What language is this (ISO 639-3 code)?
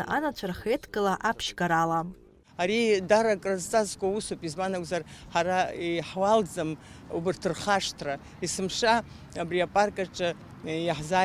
abk